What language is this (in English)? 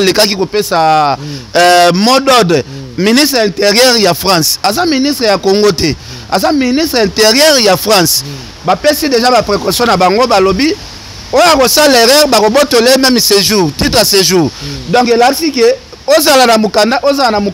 Lingala